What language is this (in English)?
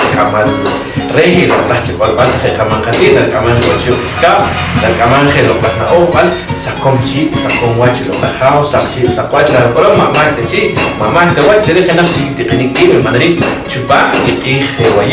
Poqomchi'